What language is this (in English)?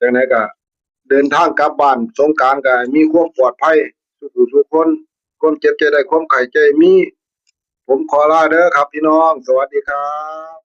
Northeastern Thai